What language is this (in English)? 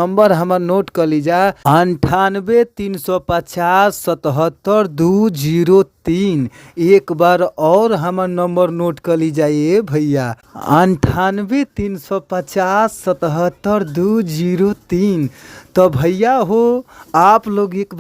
Bhojpuri